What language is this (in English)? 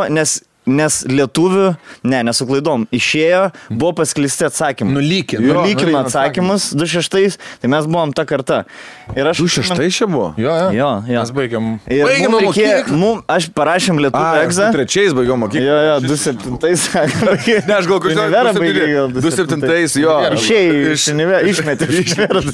Lithuanian